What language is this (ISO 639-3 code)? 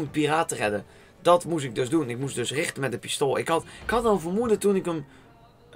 nld